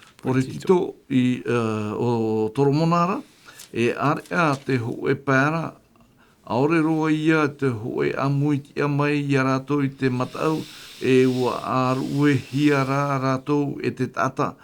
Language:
Tahitian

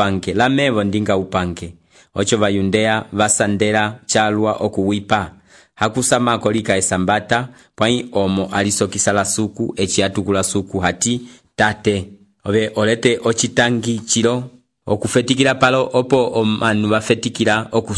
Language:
Umbundu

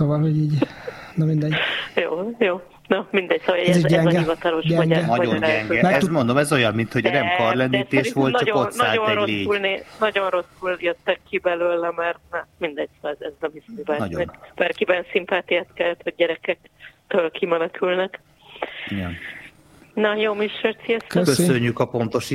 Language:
Hungarian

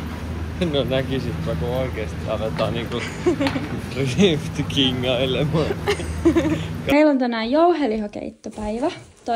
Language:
Finnish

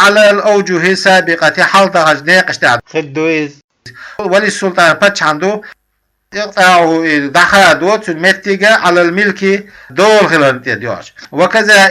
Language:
Chechen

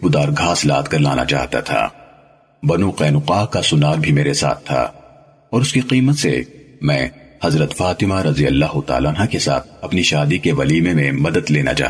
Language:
Urdu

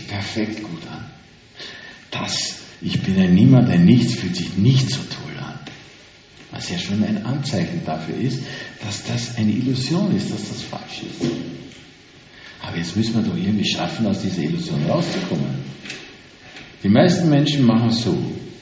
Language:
German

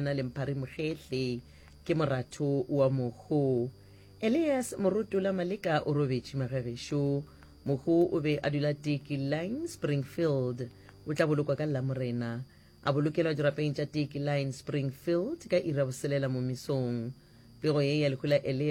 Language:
Northern Sotho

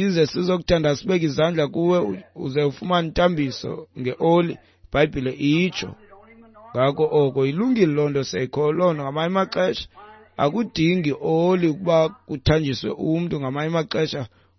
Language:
Xhosa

